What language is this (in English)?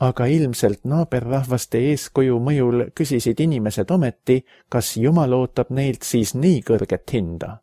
Estonian